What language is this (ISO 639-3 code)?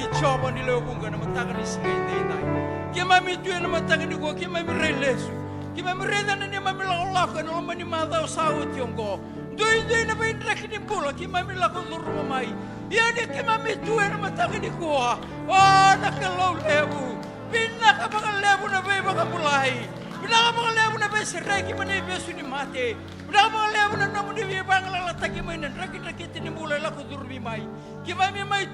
fij